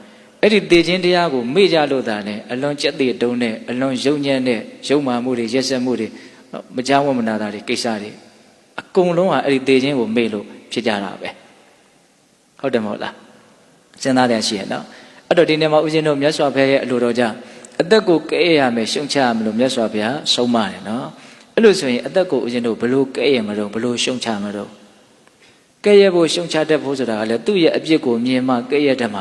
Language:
Burmese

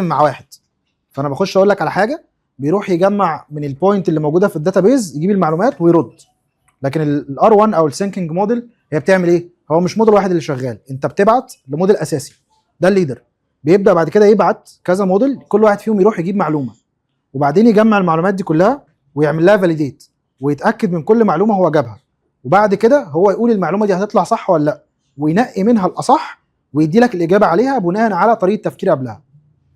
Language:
Egyptian Arabic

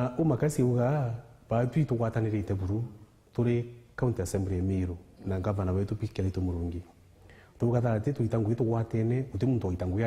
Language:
Meru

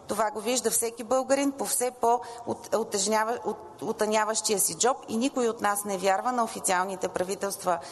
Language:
Bulgarian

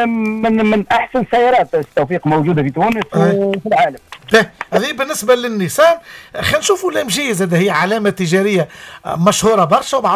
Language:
Tunisian Arabic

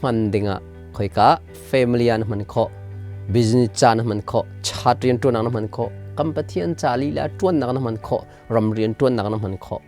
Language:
Hakha Chin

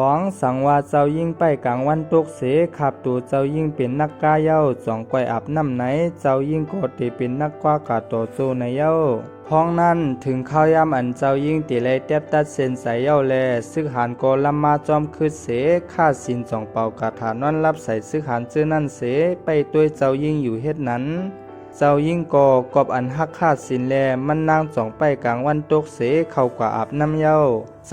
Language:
Shan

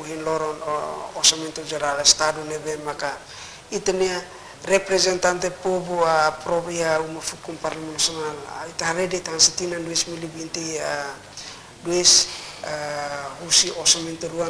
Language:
Tetum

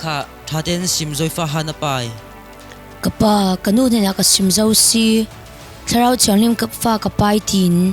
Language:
Falam Chin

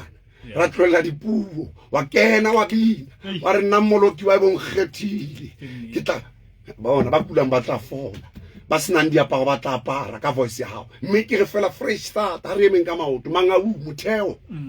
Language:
Southern Sotho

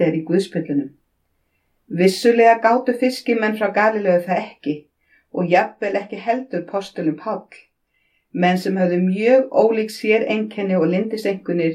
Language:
Icelandic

